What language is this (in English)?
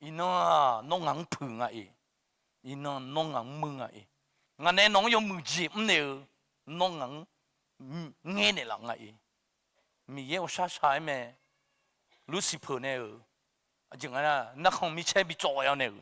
Akha